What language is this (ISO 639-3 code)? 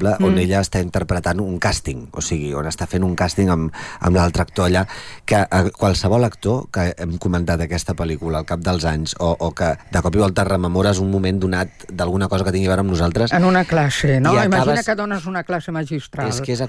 cat